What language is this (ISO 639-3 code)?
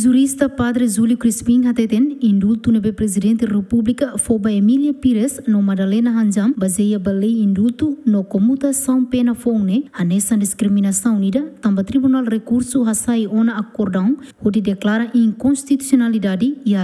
tet